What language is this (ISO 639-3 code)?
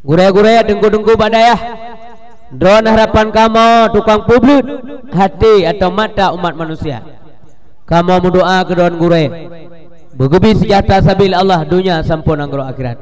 ace